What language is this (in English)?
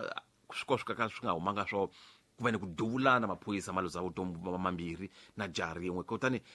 Tsonga